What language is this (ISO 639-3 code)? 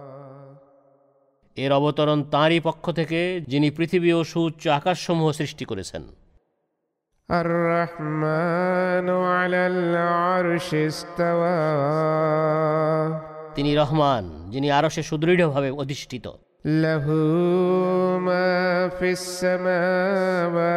ben